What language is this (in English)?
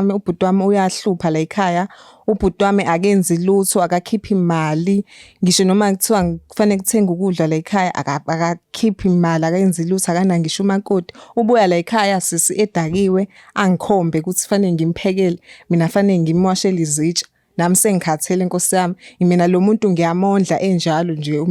Zulu